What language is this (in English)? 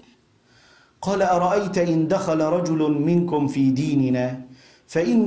Arabic